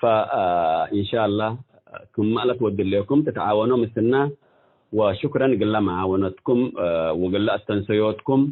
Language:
Tigre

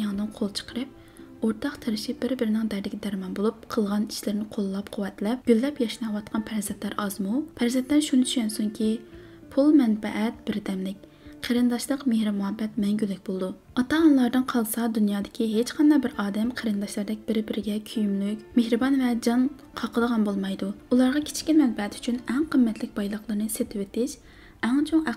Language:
Uyghur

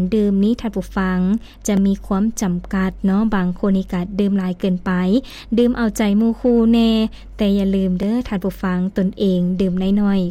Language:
Lao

